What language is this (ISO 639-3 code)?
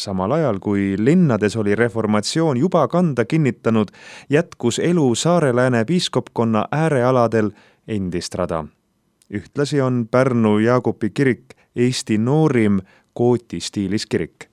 est